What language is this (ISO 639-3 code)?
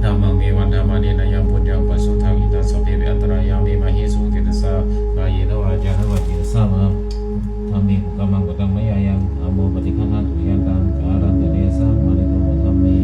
pli